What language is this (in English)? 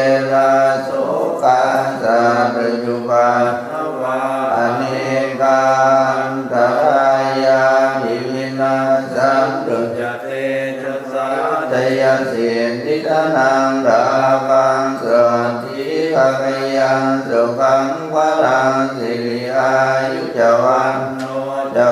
Pali